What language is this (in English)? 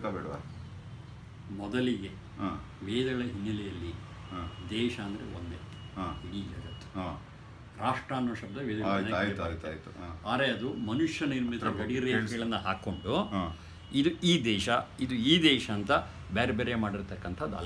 Kannada